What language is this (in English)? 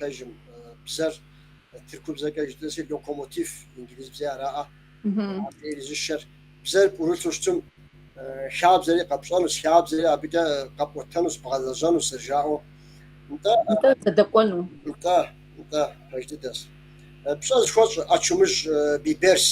Kabardian